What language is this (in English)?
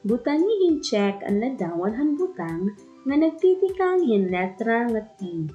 Waray